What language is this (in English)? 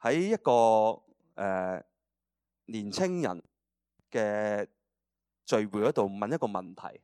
Cantonese